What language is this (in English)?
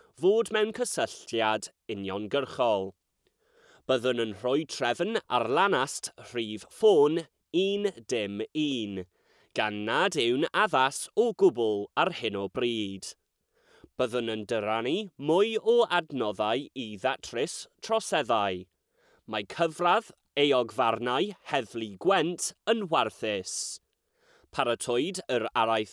Welsh